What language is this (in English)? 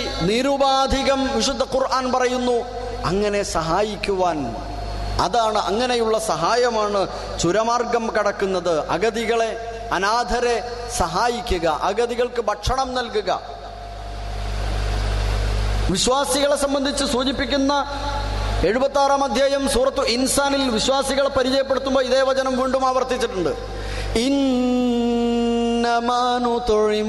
Malayalam